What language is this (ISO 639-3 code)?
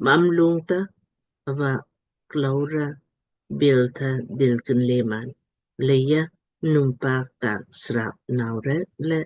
lmk